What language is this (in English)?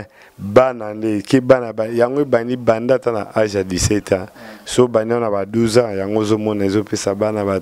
Lingala